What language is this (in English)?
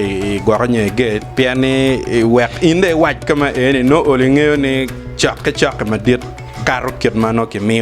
Acoli